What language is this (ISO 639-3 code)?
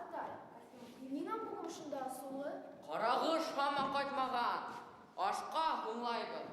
bak